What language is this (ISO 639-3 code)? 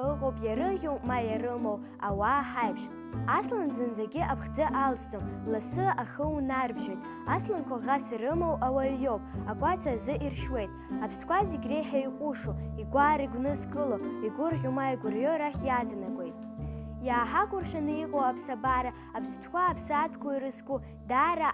abk